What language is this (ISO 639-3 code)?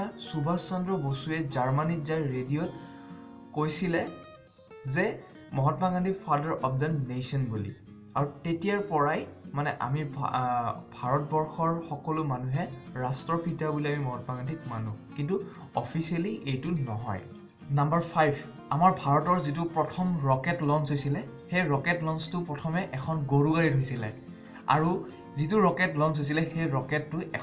asm